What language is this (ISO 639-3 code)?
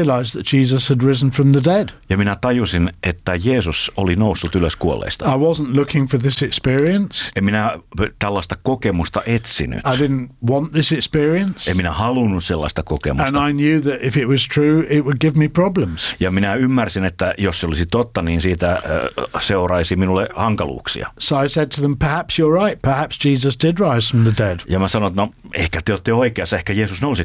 fin